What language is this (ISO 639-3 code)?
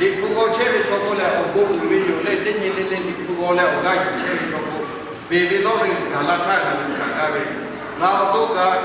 lhu